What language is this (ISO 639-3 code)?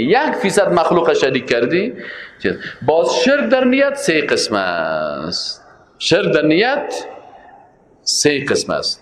fas